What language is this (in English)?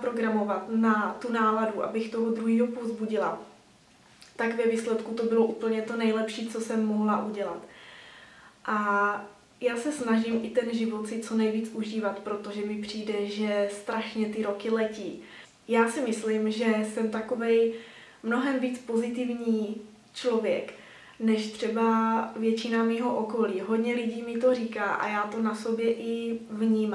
Czech